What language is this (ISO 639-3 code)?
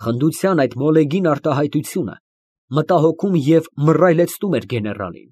hye